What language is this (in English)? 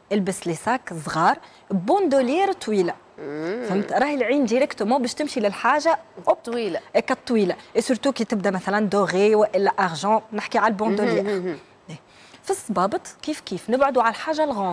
Tunisian Arabic